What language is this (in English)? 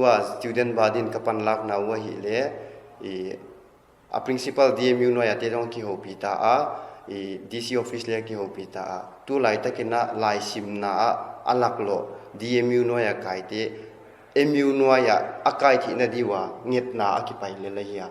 Paite Chin